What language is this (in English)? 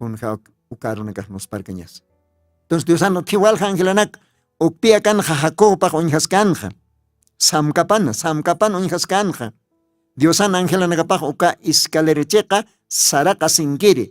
Aymara